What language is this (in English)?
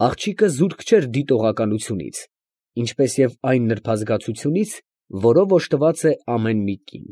Armenian